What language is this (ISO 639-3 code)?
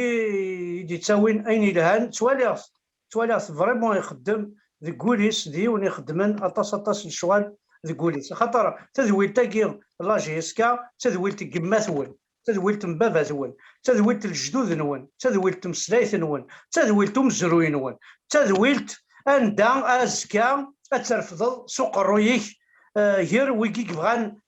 kab